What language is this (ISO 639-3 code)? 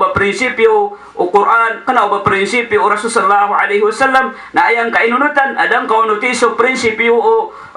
mrw